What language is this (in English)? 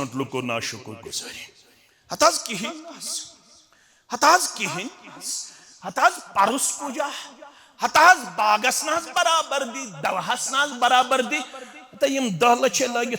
Kashmiri